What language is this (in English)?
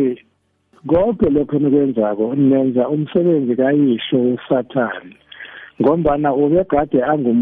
South Ndebele